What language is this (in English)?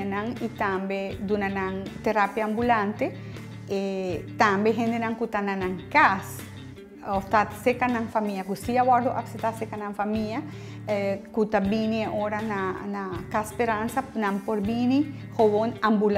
Papiamento